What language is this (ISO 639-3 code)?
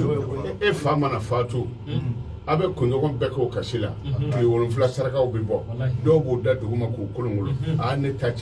bam